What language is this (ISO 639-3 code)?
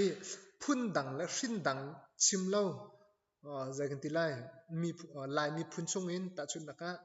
cnh